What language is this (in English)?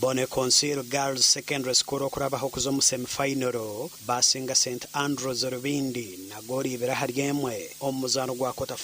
Nyankole